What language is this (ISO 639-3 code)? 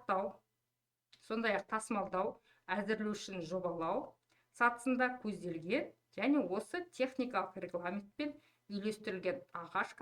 kaz